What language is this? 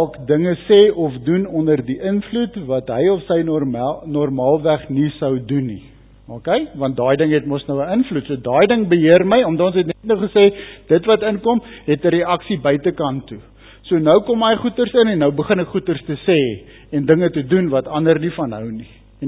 Afrikaans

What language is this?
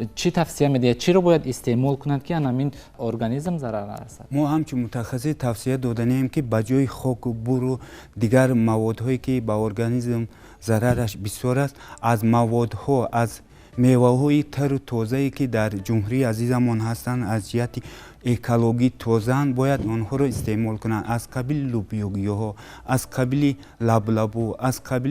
Tajik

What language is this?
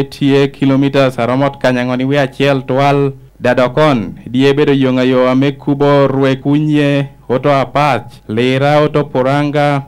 Lango (Uganda)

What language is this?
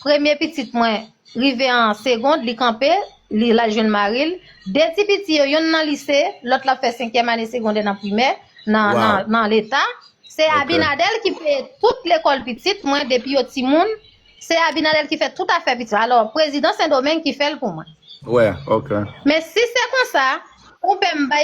Haitian Creole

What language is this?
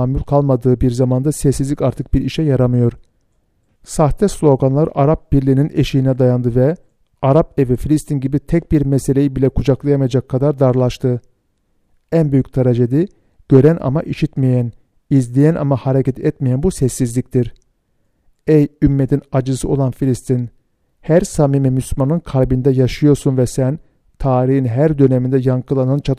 Turkish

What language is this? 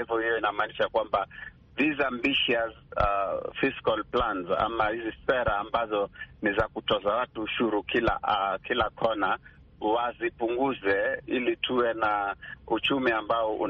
Swahili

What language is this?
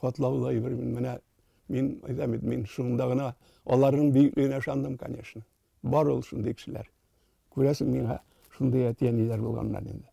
Tatar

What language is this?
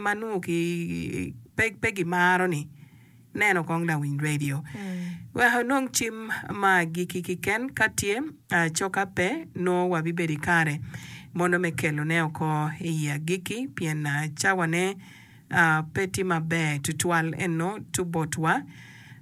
Acoli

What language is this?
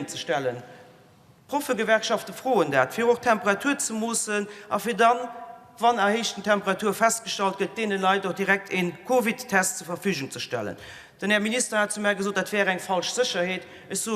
Luxembourgish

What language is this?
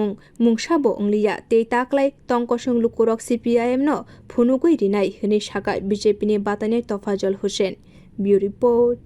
Kok Borok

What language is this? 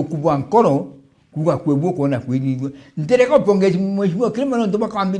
Meru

